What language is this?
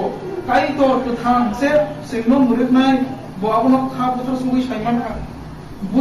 Kok Borok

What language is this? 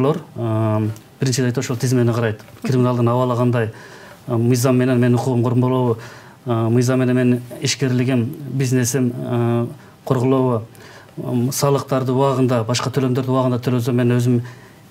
Kyrgyz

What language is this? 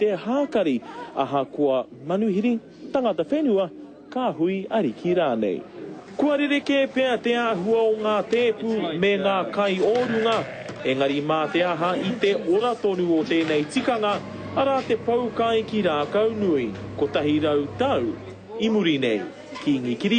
Māori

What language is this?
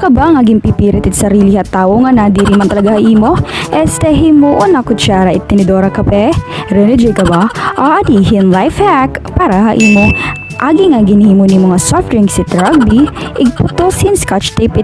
Waray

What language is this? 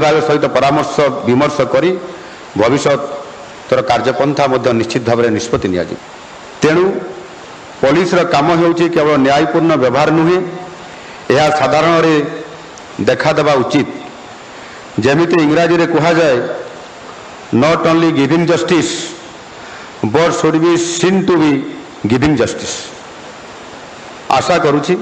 Odia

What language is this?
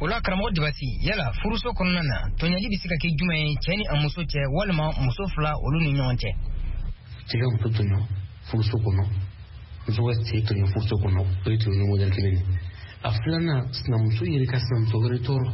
Bambara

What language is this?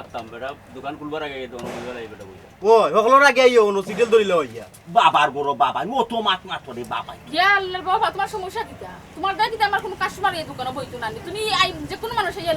Sylheti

